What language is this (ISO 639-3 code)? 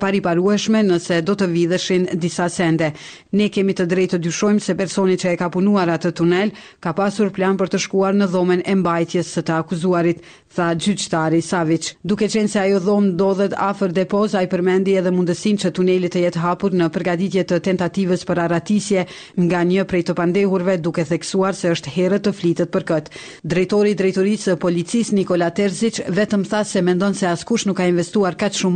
sqi